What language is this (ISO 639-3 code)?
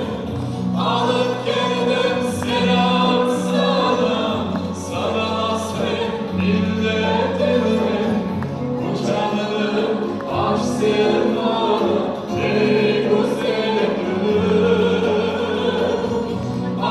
crh